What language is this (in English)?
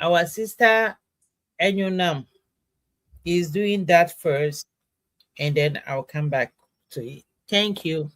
Ewe